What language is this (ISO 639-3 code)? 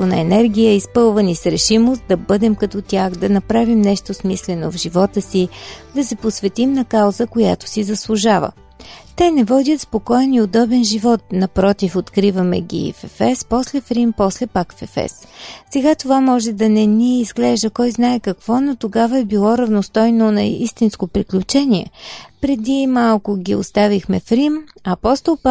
bul